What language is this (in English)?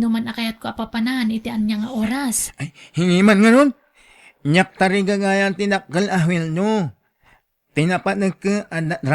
Iloko